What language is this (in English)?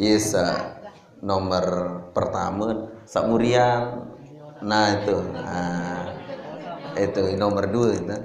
Sasak